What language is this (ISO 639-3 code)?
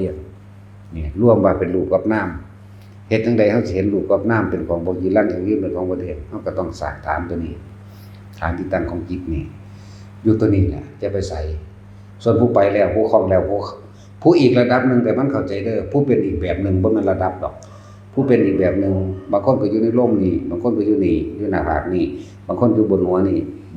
tts